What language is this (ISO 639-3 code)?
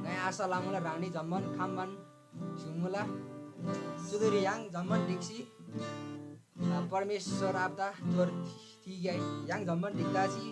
taj